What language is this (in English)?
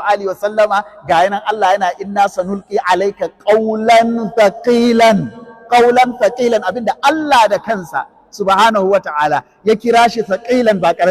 Hausa